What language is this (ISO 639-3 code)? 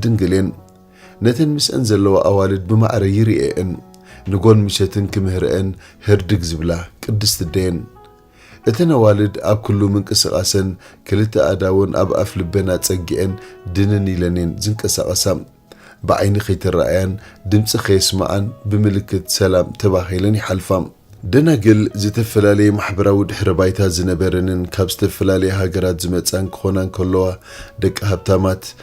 tir